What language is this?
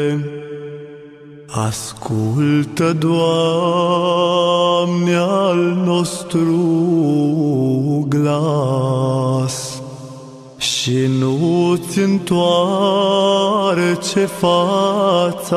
Romanian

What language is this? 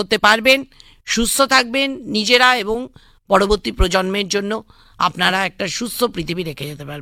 Bangla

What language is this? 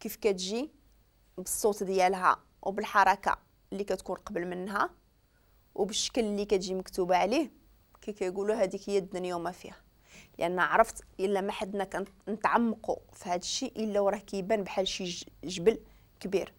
Moroccan Arabic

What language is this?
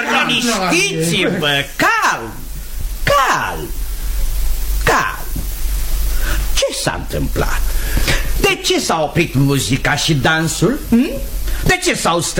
Romanian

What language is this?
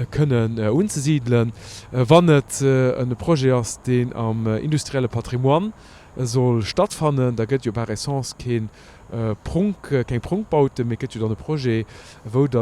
Luxembourgish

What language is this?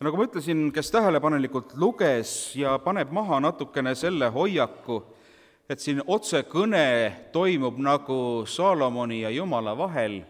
Estonian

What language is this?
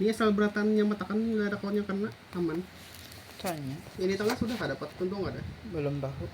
Banjar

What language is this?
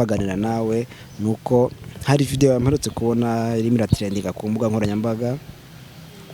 Kinyarwanda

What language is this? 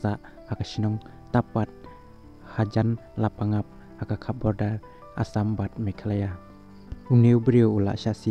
Khasi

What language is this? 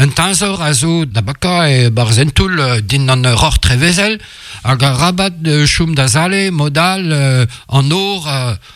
Breton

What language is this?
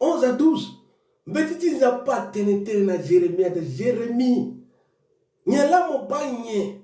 Sango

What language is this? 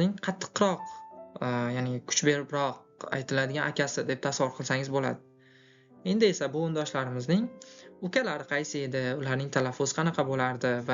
Uzbek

